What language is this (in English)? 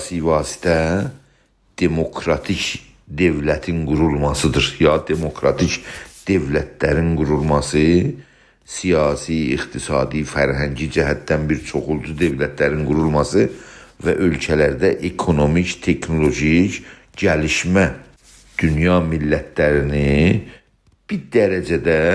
South Azerbaijani